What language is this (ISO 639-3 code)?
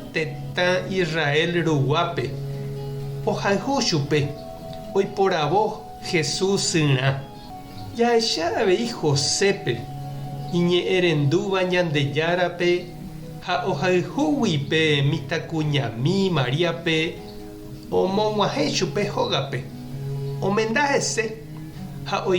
grn